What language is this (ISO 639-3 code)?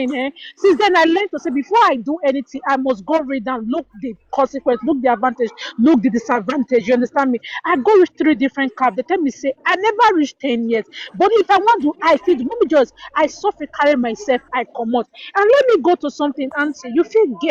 pcm